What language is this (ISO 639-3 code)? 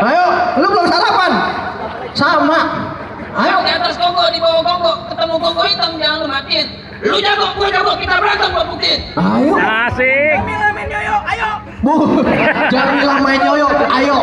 bew